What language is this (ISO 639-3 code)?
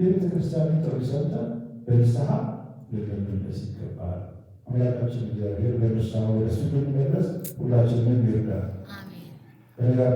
amh